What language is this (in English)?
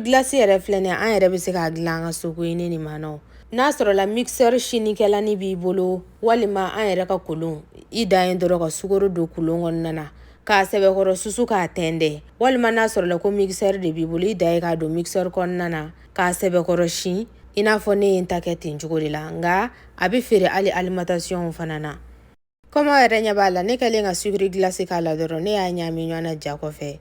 Bambara